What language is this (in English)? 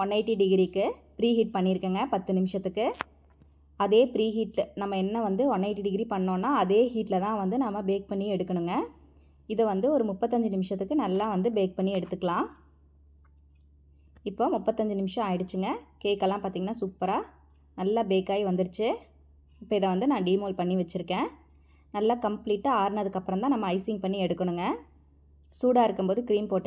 Tamil